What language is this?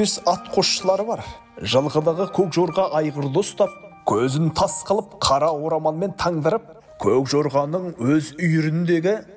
Kazakh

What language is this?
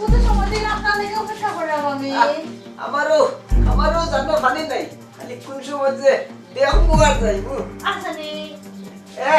Sylheti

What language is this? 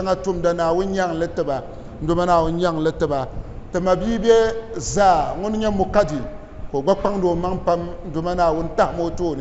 Dagbani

